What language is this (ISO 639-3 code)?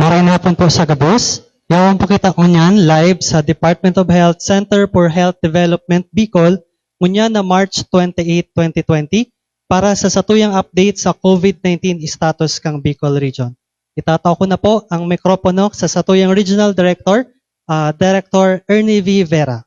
bik